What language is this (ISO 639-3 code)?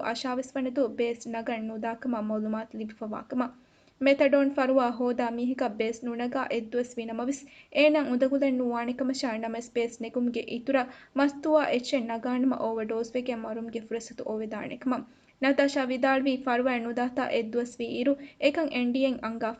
div